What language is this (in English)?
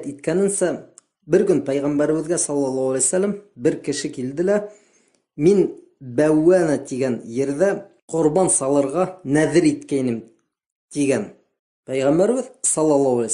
Bashkir